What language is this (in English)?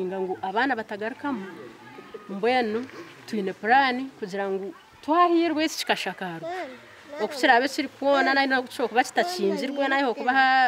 Nyankole